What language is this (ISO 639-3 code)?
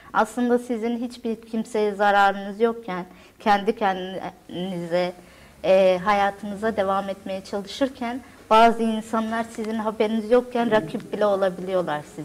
tur